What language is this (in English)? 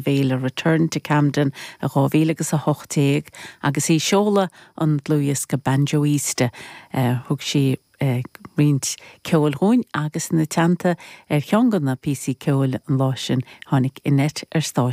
Irish